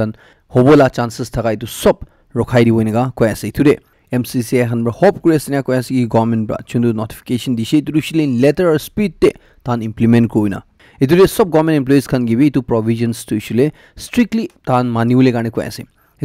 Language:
Naga Pidgin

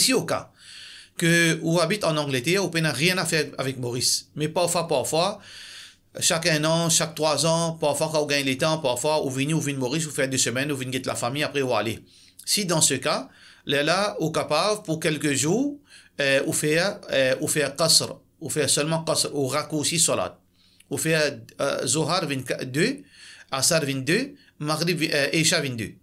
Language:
Morisyen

